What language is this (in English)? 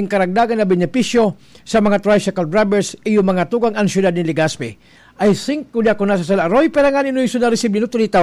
Bikol